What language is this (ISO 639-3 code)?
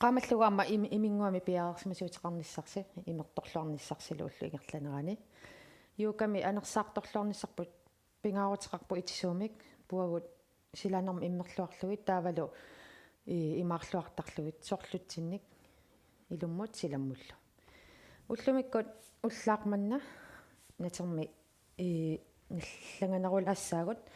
kal